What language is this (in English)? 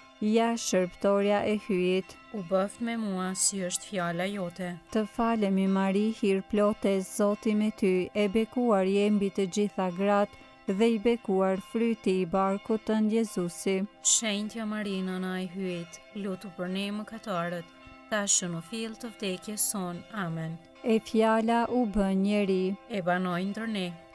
Albanian